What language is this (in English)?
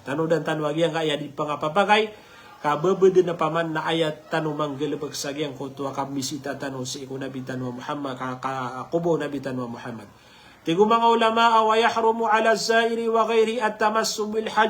Maranao